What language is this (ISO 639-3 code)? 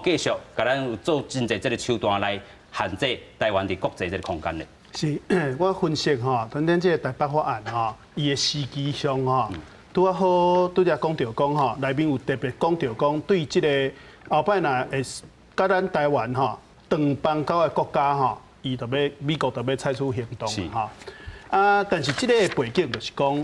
nan